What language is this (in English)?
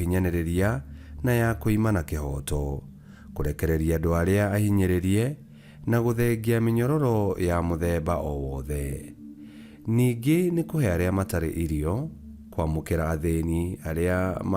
Kikuyu